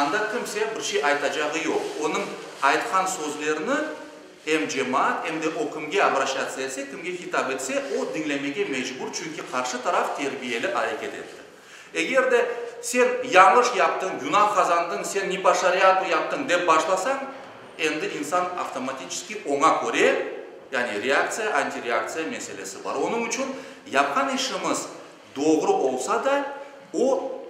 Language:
Crimean Tatar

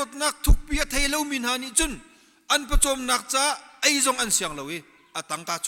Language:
Hakha Chin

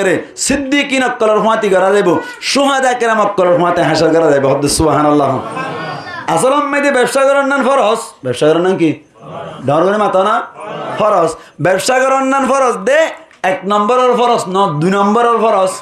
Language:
Rohingya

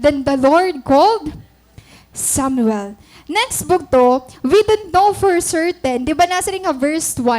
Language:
Waray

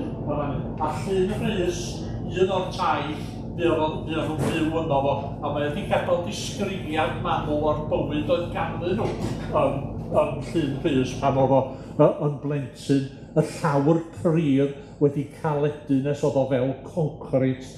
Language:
Welsh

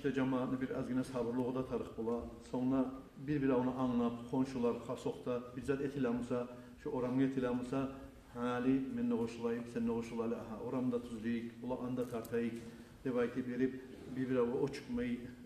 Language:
Kumyk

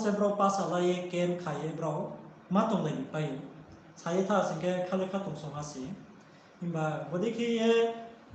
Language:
Riang (India)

